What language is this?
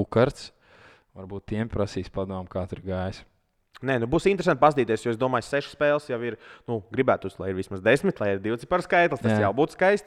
Latvian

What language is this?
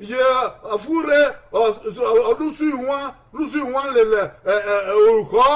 Bini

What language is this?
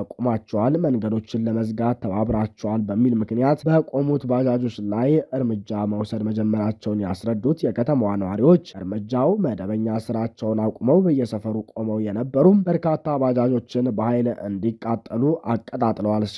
Amharic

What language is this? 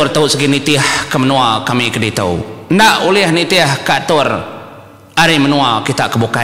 Iban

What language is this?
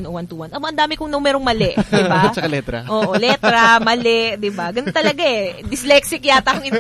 Filipino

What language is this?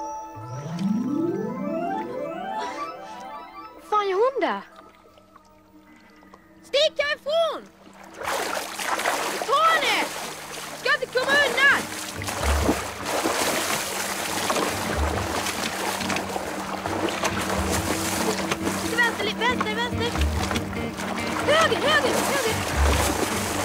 Swedish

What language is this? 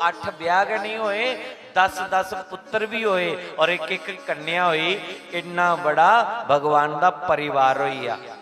Dogri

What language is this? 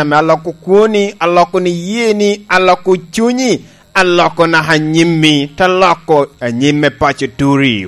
Lango (Uganda)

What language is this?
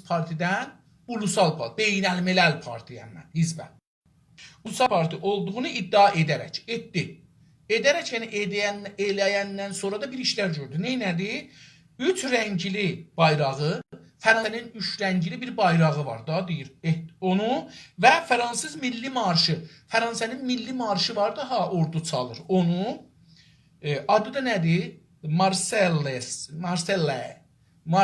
South Azerbaijani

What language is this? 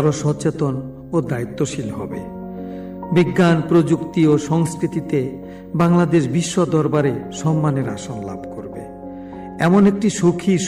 Bangla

